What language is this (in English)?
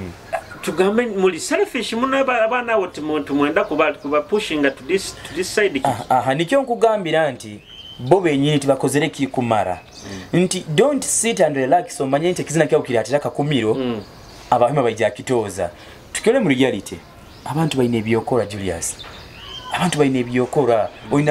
Nyoro